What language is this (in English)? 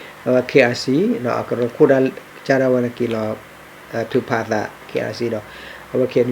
S'gaw Karen